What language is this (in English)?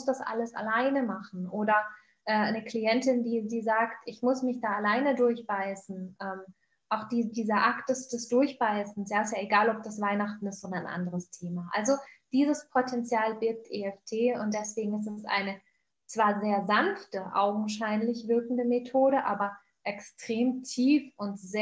German